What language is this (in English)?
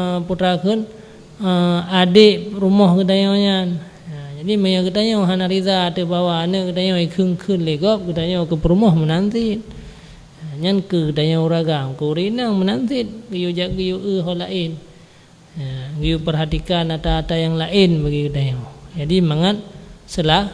Achinese